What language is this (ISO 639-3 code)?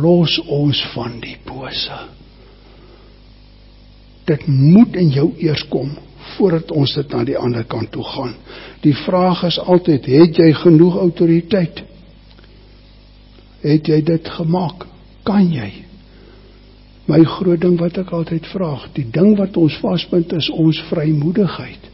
afr